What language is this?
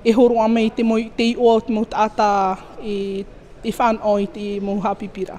Tahitian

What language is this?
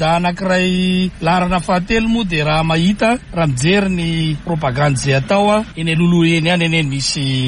Malagasy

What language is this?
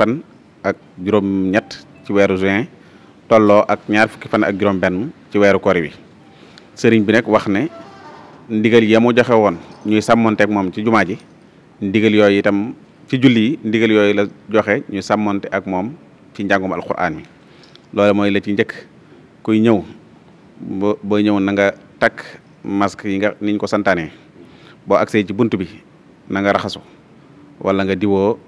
Wolof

